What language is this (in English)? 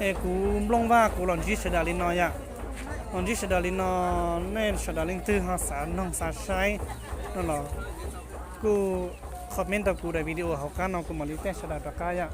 Hmong